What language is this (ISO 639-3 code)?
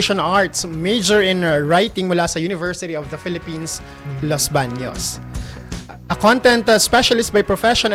fil